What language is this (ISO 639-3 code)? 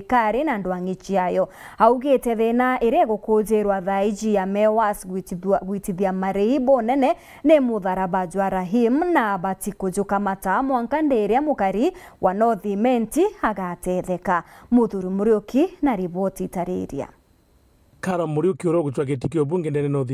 mer